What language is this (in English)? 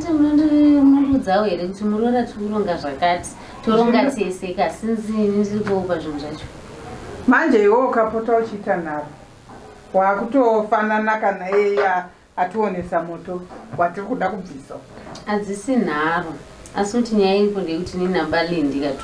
Shona